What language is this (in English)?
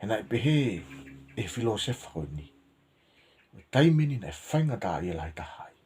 Tongan